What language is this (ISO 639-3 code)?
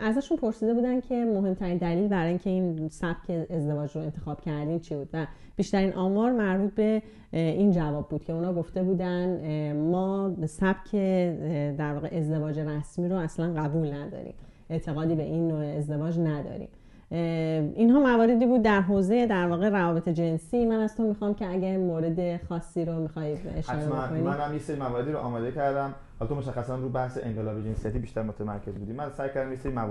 fas